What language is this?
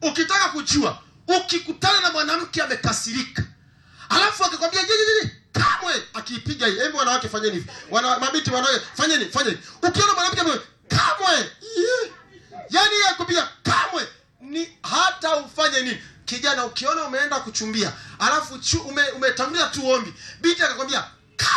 Swahili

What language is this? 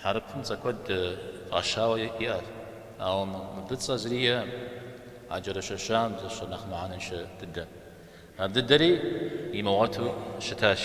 Kabardian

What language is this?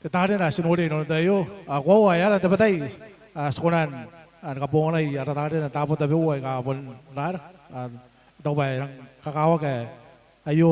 Gilbertese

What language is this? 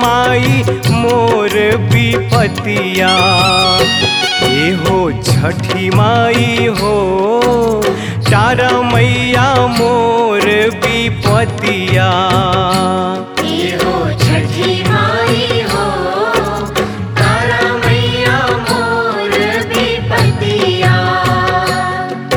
Bhojpuri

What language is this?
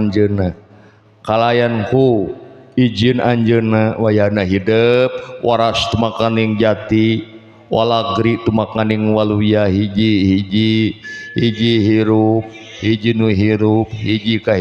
Sundanese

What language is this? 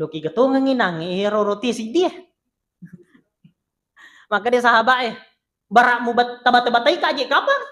Buginese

